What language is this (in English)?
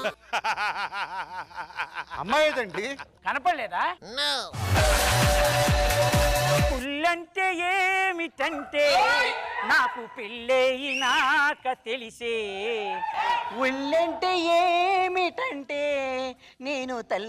Telugu